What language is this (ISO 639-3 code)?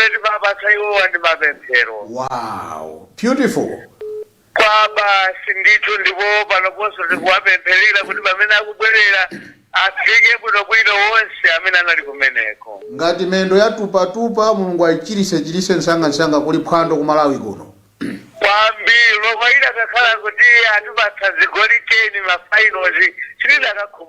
nya